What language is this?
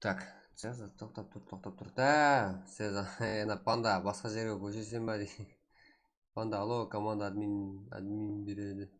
Kara-Kalpak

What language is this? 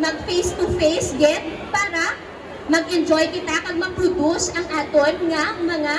Hiligaynon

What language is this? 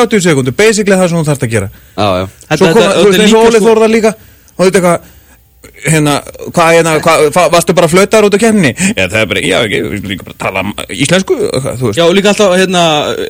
Icelandic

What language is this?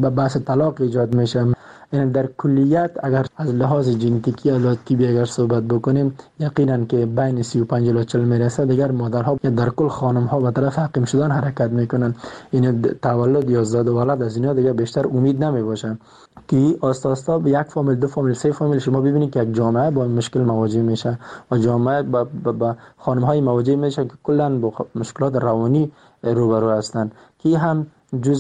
Persian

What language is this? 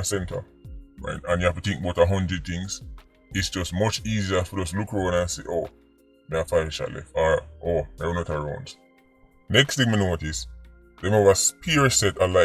Jamaican Creole English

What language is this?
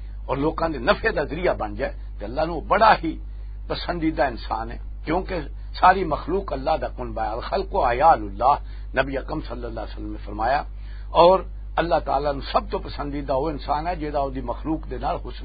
Western Panjabi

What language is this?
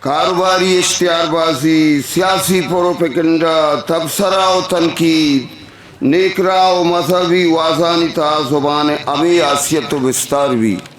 Eastern Balochi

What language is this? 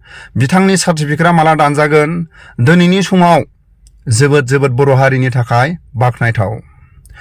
Bodo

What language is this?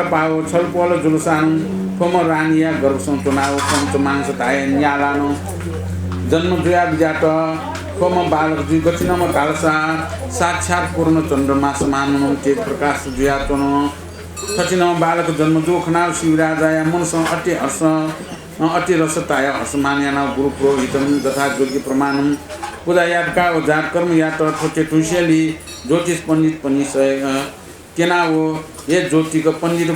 Newari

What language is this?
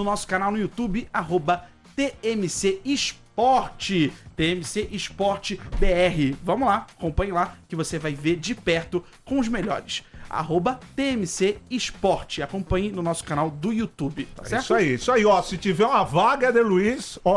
Portuguese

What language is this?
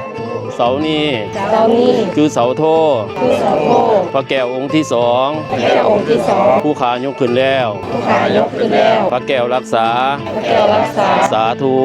Lao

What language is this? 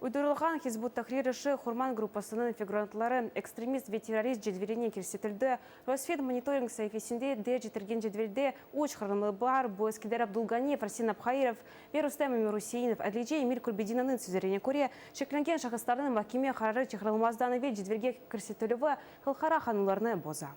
Crimean Tatar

